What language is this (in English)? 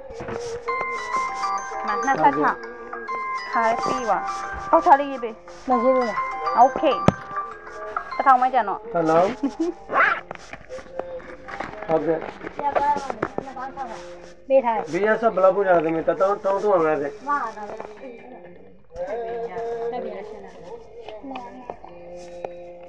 Burmese